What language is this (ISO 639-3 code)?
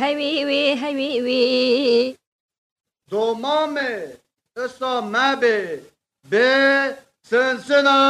kur